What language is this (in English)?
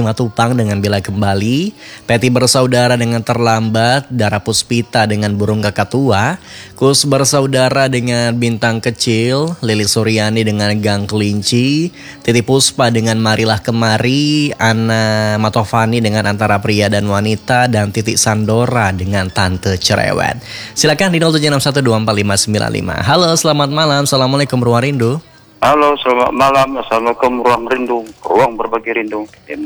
Indonesian